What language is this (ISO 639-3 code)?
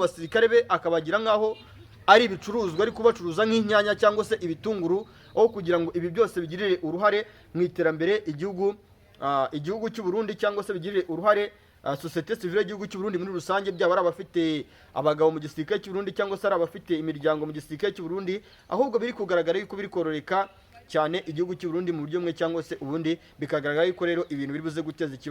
kin